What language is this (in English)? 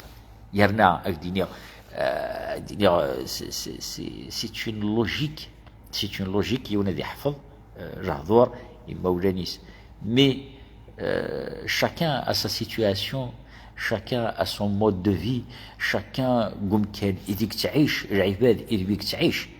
Kabyle